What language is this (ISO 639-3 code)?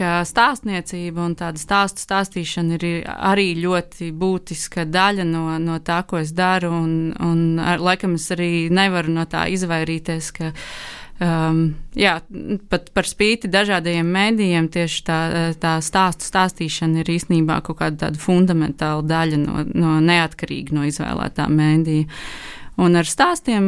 lav